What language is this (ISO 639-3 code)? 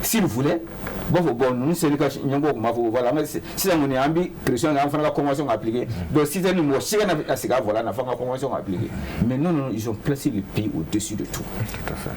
bam